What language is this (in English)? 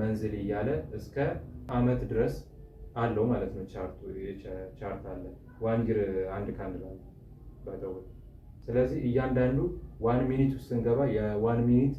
Amharic